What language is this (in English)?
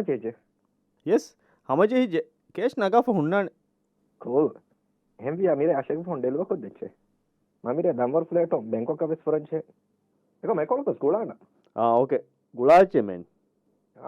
Divehi